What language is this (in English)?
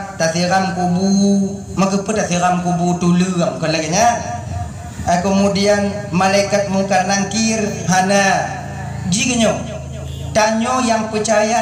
Achinese